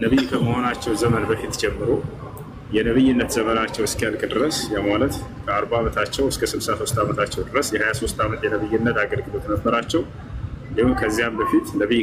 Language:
Amharic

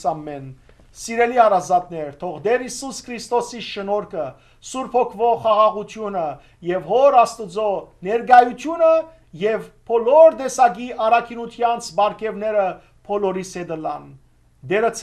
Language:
Western Armenian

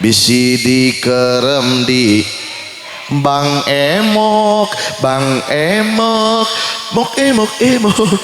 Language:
Sundanese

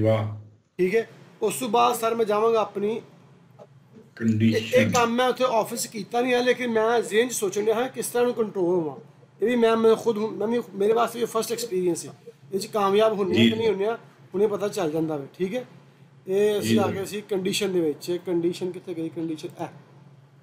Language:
Punjabi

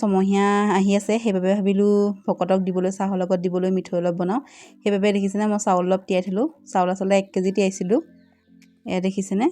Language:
Assamese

